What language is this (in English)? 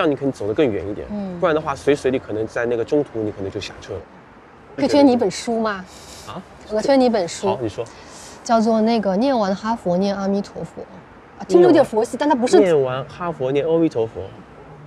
Chinese